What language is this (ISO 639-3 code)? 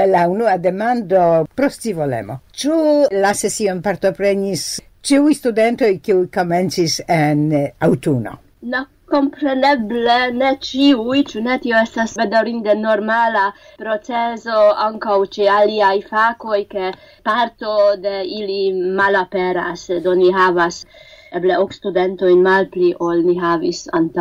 epo